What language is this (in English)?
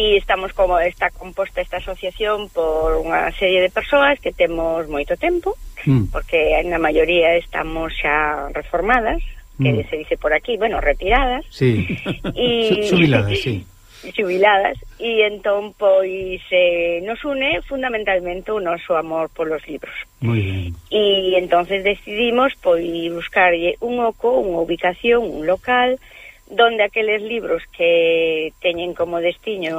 Galician